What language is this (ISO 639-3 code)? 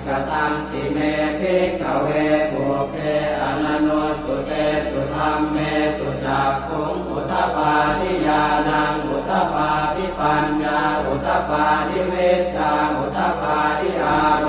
pli